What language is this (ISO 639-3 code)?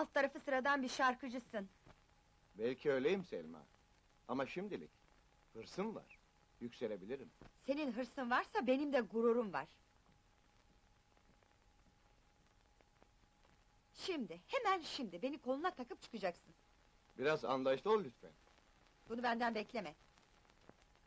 tur